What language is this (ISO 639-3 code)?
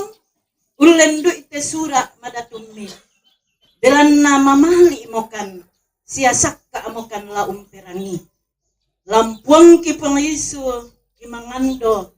sda